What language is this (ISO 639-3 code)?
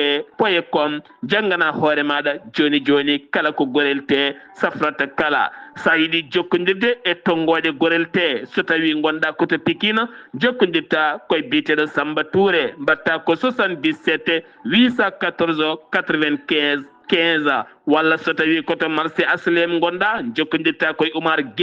ful